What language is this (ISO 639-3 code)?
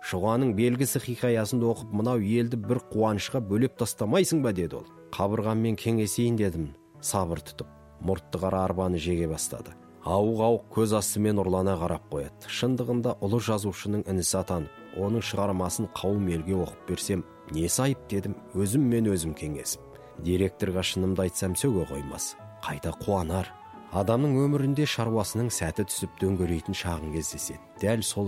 kaz